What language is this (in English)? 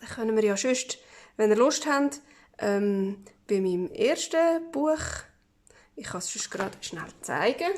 Swiss German